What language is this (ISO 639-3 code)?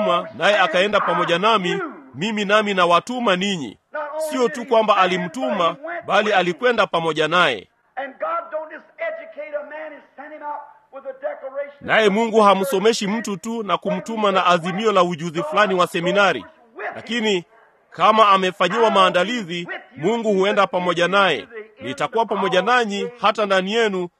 swa